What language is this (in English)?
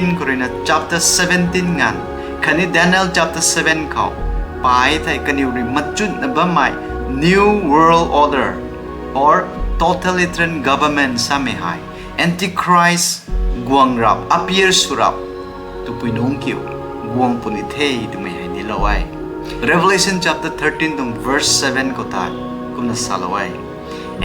Rongmei Naga